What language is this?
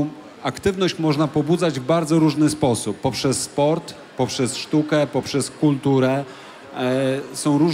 Polish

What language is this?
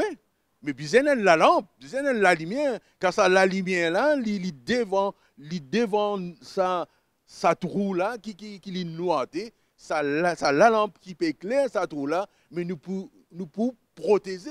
Morisyen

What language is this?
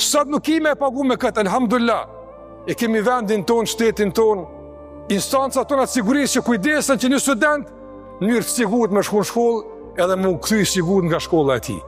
Albanian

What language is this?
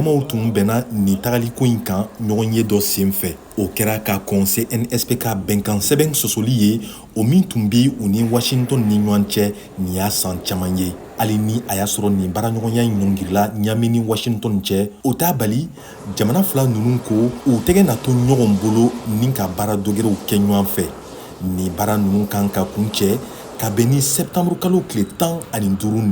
Bambara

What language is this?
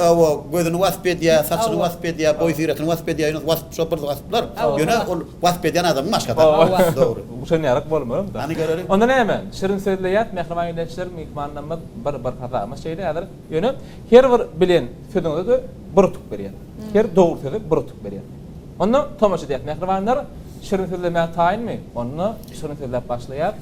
Turkmen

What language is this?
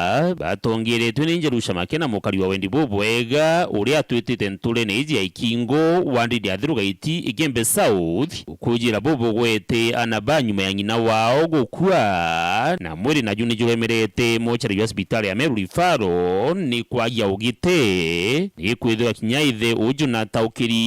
Meru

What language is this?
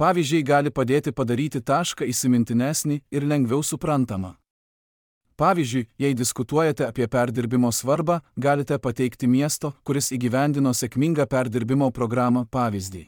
Lithuanian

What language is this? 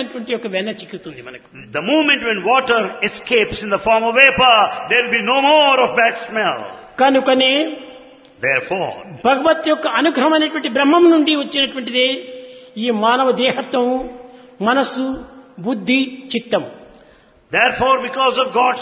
Telugu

